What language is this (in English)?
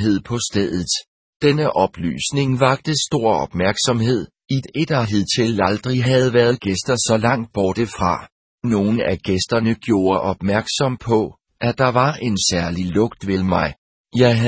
Danish